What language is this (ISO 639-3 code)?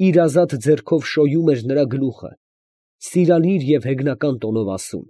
hye